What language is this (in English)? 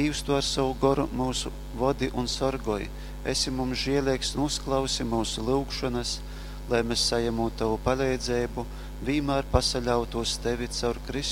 Latgalian